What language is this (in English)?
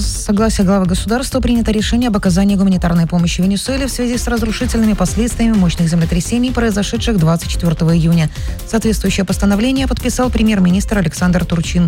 Russian